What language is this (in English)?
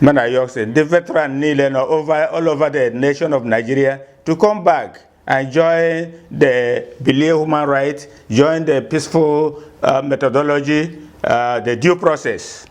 Igbo